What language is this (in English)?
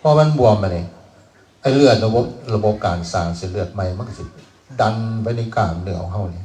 Northeastern Thai